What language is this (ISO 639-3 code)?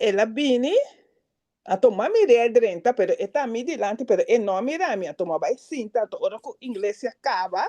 pap